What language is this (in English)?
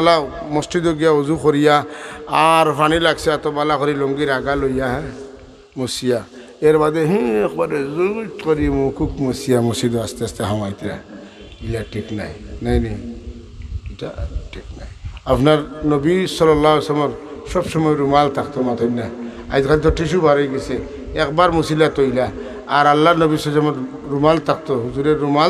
Sylheti